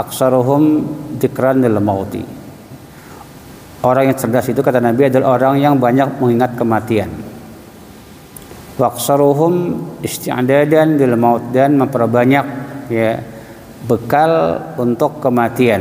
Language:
Indonesian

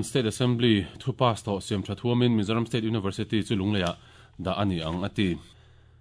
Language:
Mizo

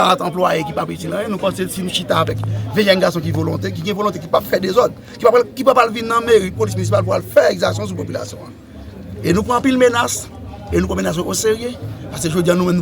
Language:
Haitian Creole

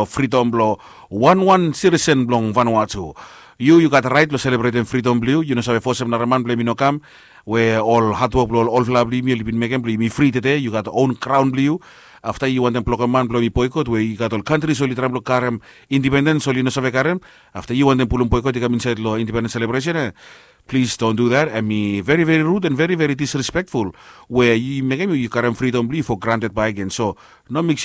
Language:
Bislama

